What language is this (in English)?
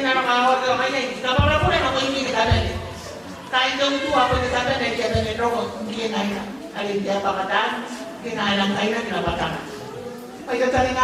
Gilbertese